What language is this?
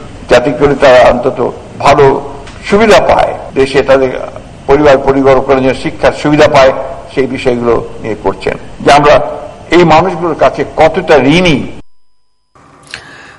Bangla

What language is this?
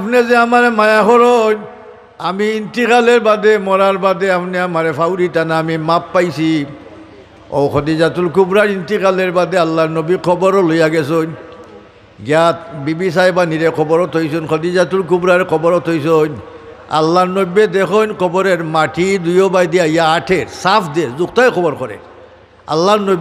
Sylheti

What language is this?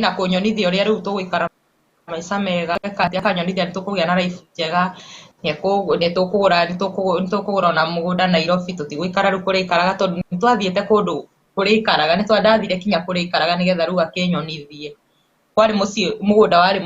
Kikuyu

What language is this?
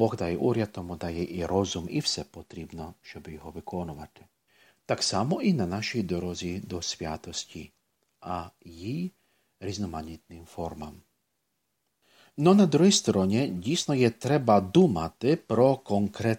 Ukrainian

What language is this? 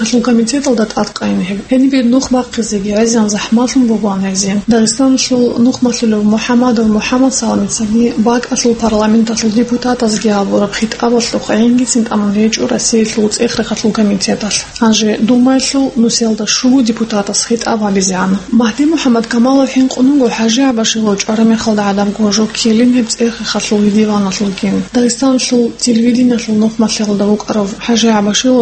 Avaric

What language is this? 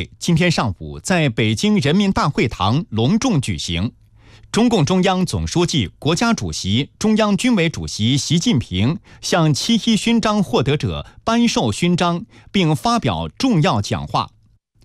Chinese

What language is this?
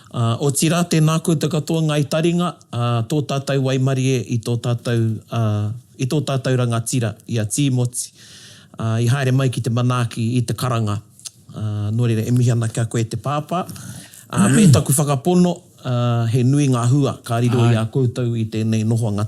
Māori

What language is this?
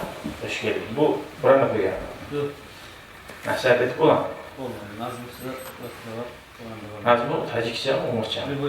Kumyk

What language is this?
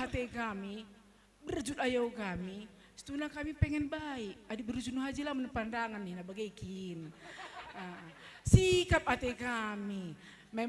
Batak Karo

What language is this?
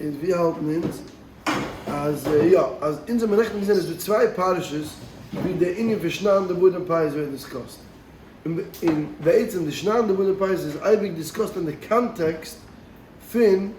Yiddish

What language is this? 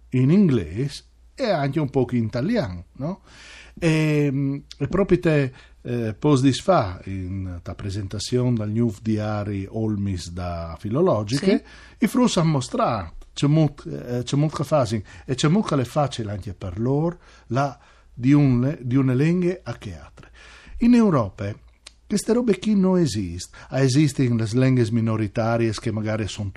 Friulian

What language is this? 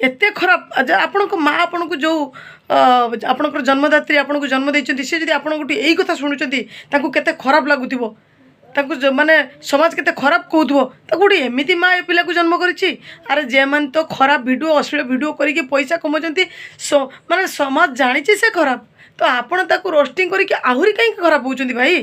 Odia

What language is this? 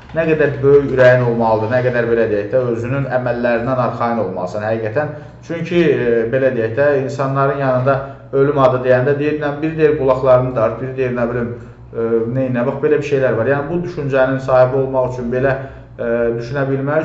Azerbaijani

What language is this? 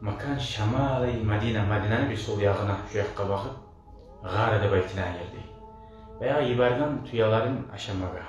Kumyk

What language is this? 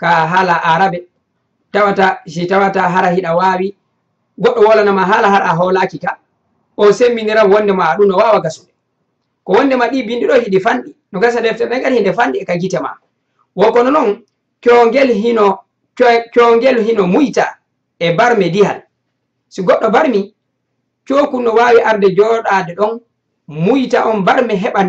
Fula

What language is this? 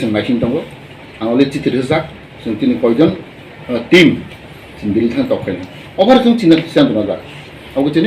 Kok Borok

